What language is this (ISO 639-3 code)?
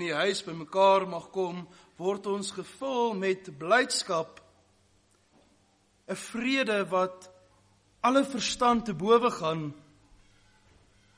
afr